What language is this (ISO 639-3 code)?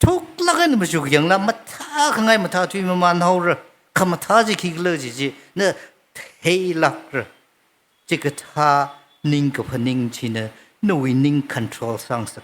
nmf